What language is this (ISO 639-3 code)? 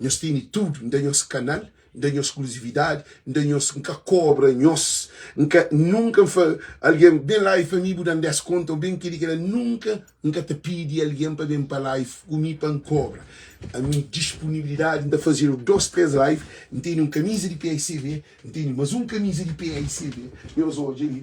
kea